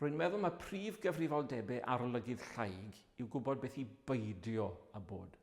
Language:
Welsh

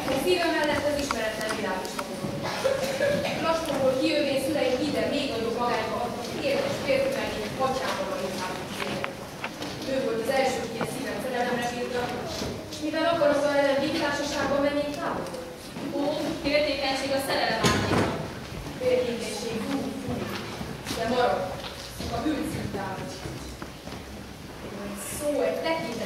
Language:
Hungarian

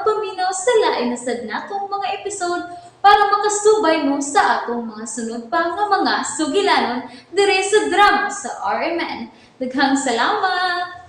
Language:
Cebuano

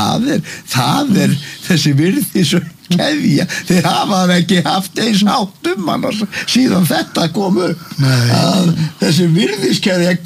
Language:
Icelandic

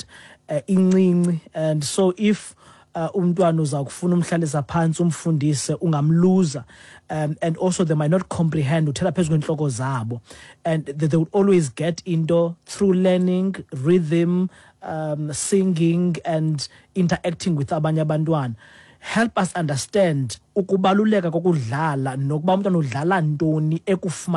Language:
Xhosa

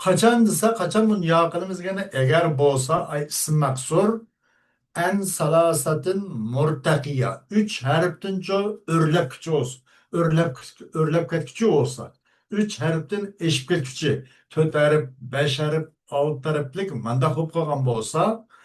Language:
Uyghur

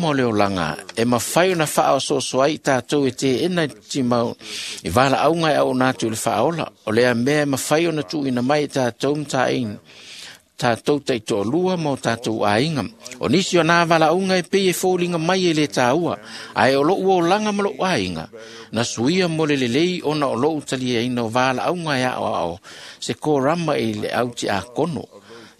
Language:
Samoan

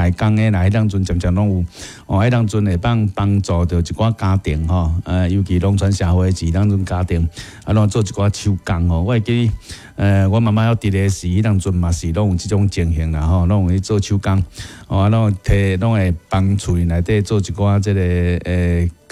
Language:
Min Nan Chinese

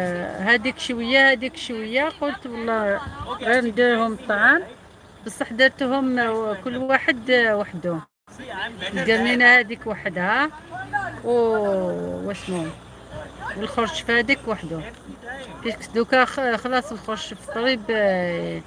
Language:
Algerian Arabic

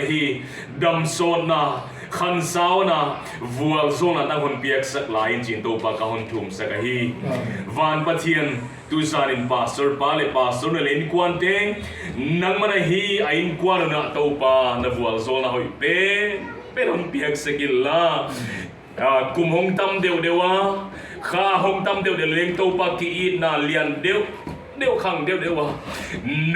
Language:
Tedim Chin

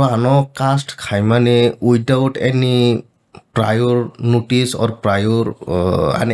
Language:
Kok Borok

